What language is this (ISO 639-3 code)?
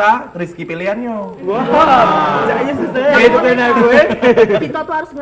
mui